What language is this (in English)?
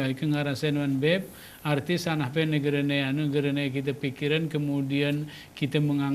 Gayo